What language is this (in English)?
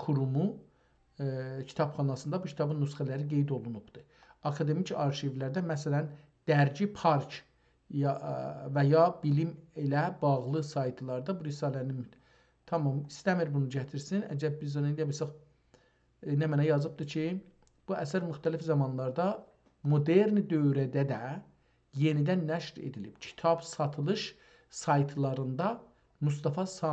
South Azerbaijani